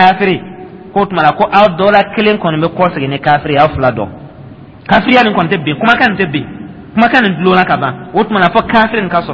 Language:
Dyula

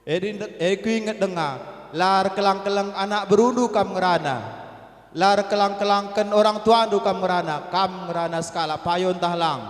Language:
Batak Karo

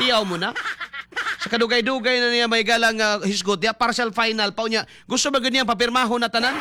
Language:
Cebuano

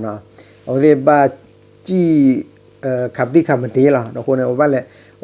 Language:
S'gaw Karen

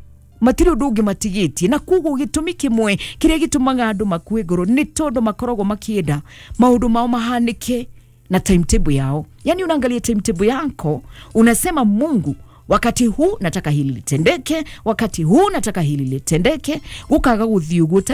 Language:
Kikuyu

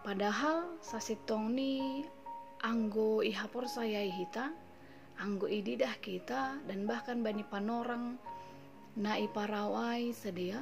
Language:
Batak Simalungun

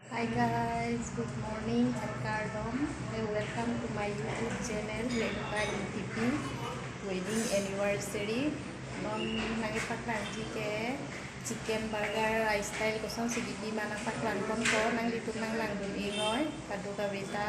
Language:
Karbi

